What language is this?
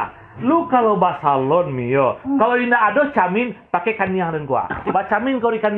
Minangkabau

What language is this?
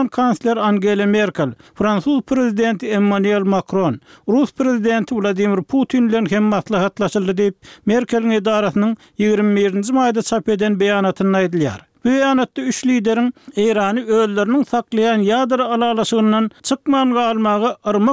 Turkmen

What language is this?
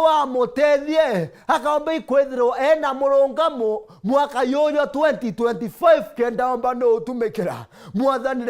Meru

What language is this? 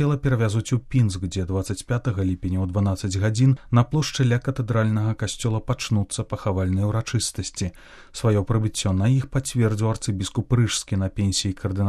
Belarusian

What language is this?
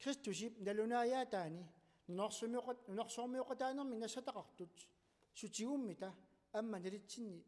Kalaallisut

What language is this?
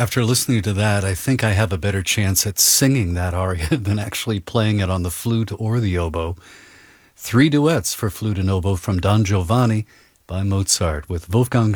English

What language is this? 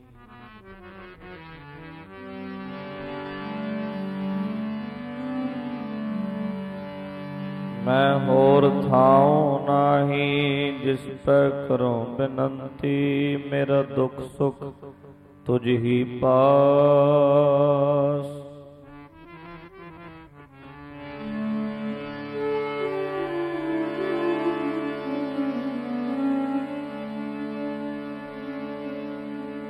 Punjabi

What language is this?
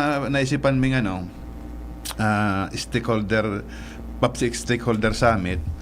Bikol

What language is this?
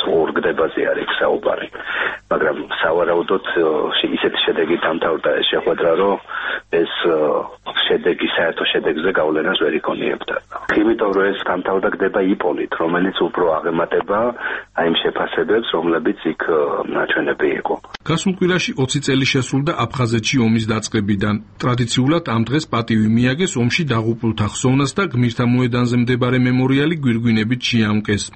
Georgian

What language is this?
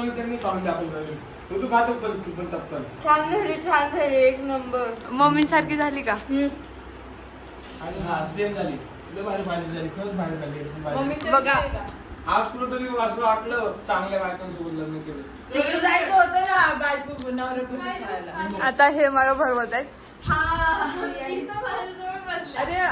Marathi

